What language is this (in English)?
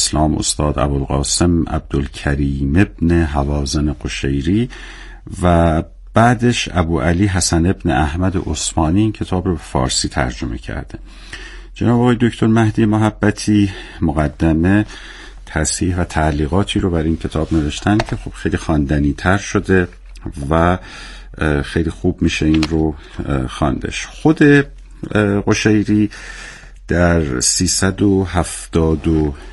Persian